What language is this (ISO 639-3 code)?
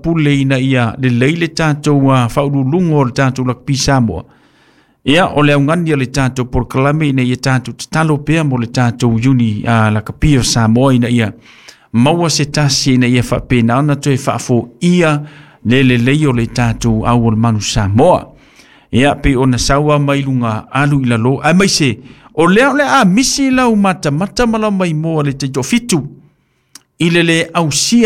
smo